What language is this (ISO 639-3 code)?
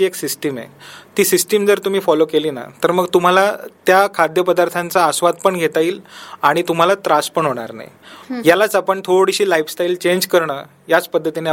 mar